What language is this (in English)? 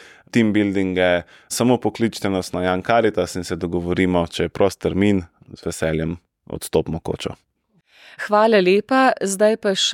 Slovenian